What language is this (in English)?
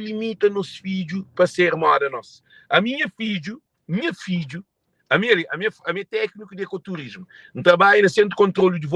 Kabuverdianu